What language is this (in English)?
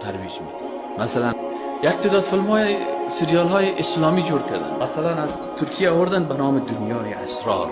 Persian